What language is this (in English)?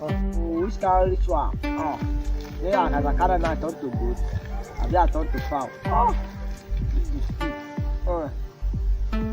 Nigerian Pidgin